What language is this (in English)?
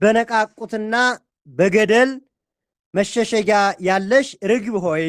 Amharic